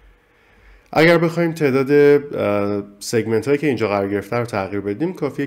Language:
Persian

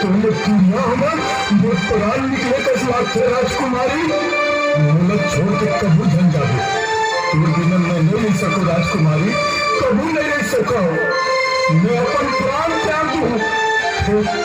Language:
Chhattisgarhi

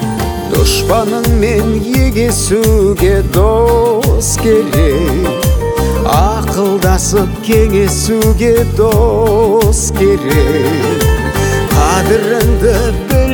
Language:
Kazakh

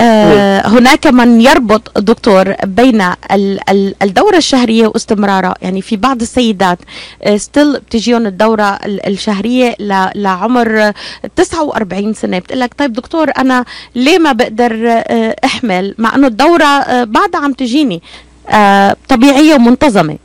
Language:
North Levantine Arabic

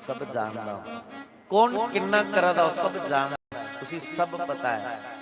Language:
Dogri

